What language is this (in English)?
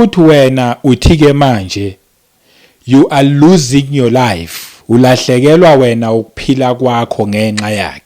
Zulu